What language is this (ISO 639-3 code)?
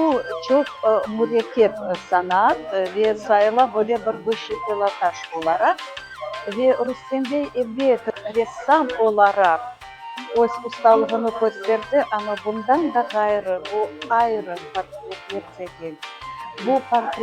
crh